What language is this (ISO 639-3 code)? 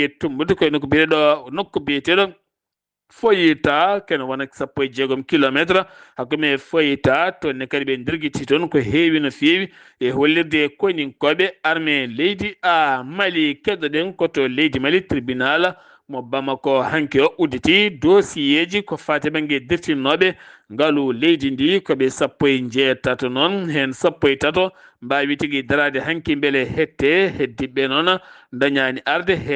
ful